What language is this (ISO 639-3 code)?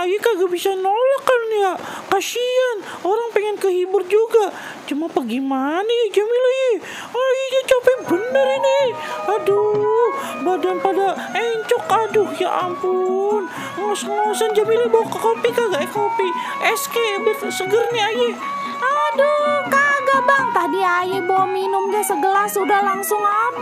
bew